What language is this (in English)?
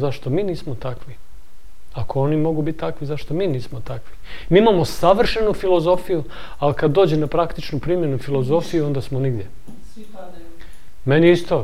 Serbian